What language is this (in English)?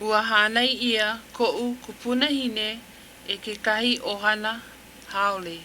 Hawaiian